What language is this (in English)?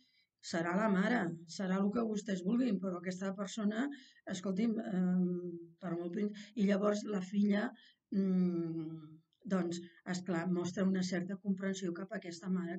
Catalan